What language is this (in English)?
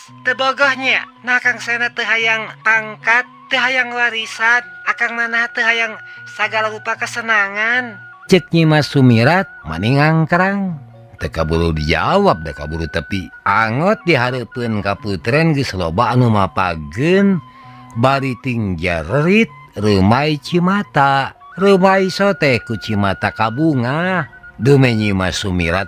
Sundanese